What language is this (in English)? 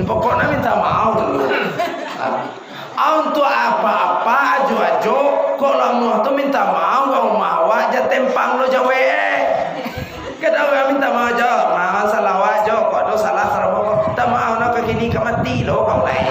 Minangkabau